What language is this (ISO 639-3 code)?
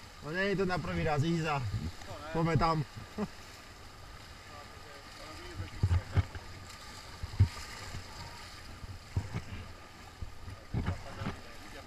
slk